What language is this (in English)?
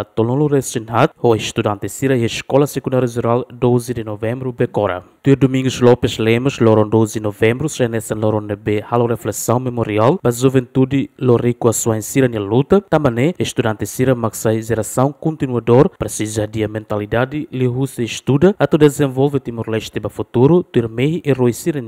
Tetum